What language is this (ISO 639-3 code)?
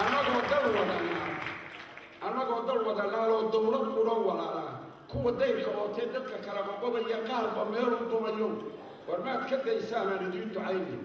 som